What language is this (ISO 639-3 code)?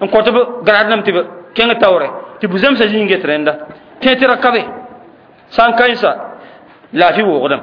mos